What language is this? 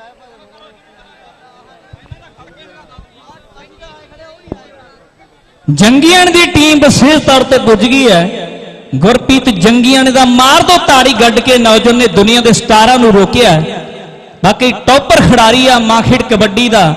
Punjabi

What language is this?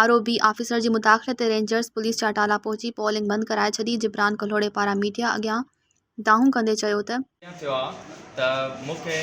Sindhi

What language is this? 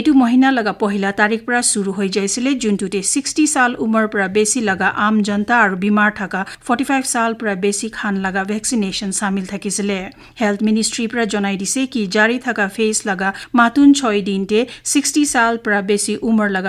Naga Pidgin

